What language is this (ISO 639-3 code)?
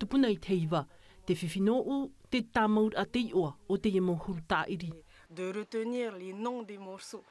tah